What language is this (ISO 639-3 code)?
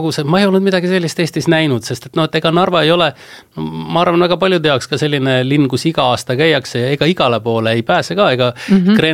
est